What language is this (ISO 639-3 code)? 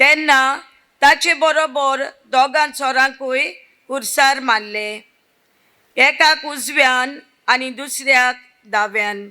kok